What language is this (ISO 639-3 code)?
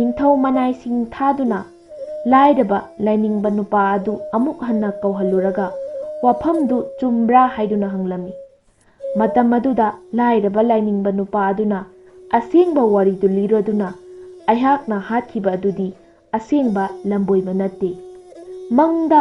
mni